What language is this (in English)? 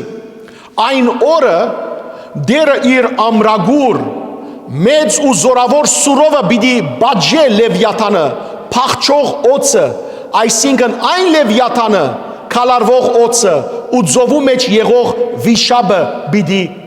Western Armenian